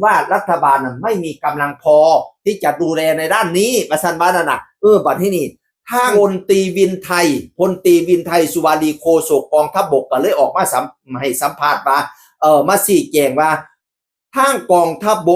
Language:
Northeastern Thai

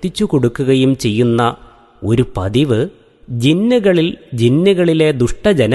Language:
Malayalam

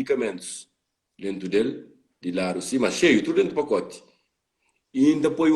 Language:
Kabuverdianu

